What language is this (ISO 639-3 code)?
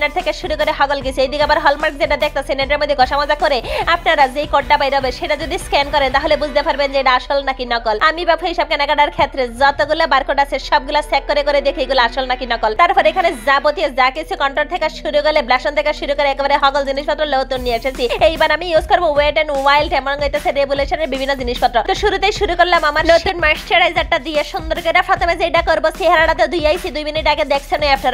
ben